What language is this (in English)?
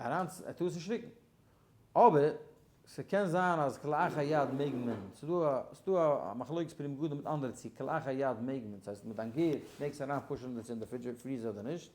Yiddish